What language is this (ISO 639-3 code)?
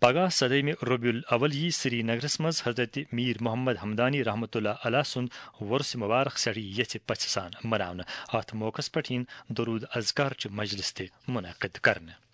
kas